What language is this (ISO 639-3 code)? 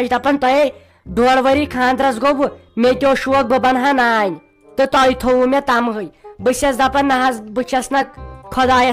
kas